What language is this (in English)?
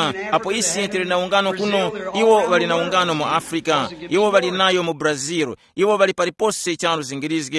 Tumbuka